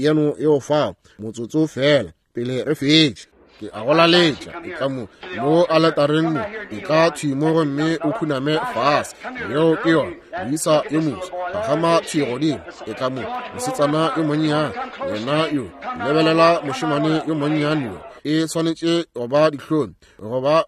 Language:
Northern Sotho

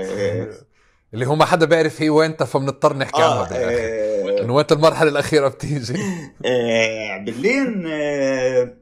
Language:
North Levantine Arabic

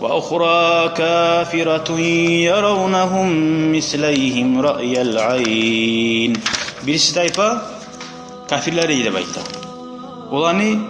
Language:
Kumyk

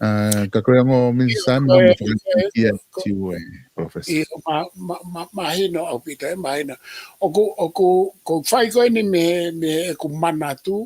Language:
Tongan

